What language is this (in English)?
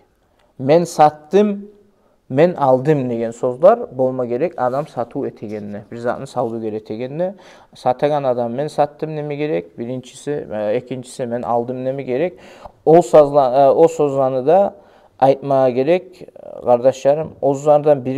Kumyk